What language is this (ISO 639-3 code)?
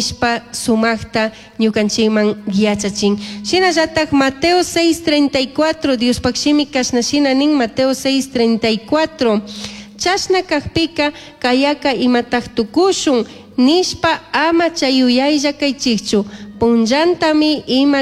qug